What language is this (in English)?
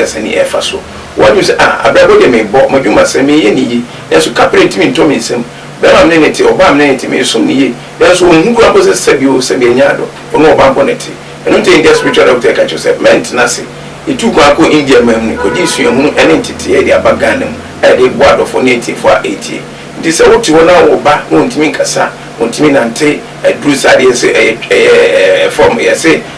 Akan